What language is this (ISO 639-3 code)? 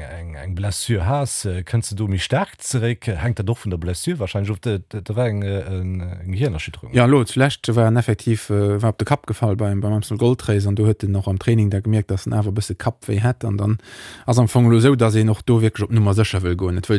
ltz